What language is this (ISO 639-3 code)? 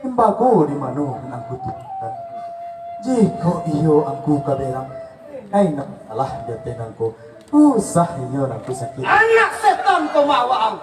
min